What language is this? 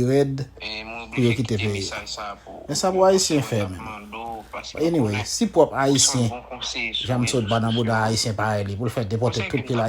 Haitian Creole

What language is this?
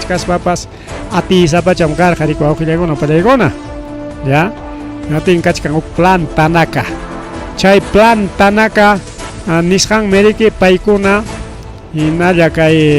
Ayacucho Quechua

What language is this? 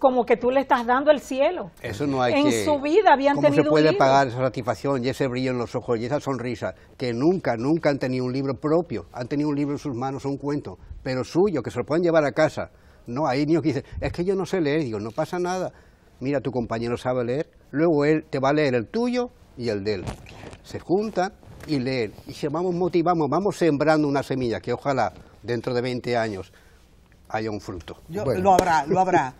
Spanish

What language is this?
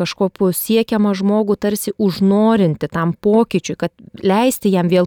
Lithuanian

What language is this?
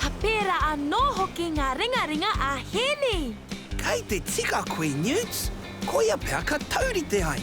Māori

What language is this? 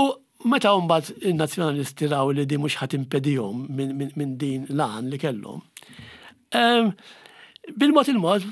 Maltese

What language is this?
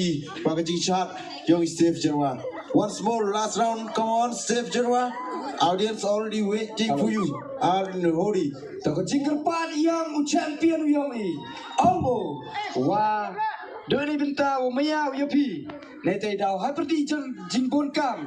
Khasi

